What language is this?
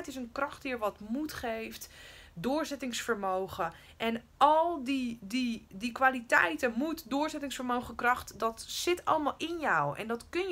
Dutch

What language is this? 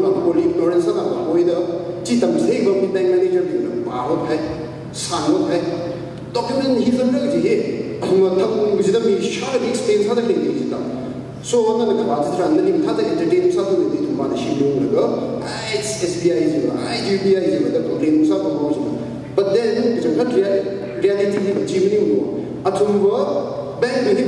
Tangkhul Naga (India)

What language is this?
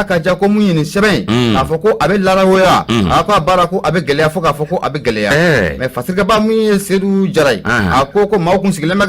Bambara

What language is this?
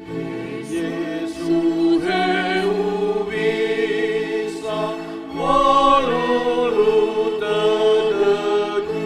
Nias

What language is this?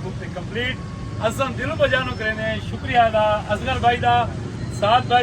Saraiki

